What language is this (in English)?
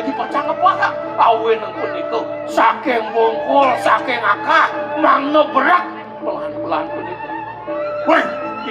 Balinese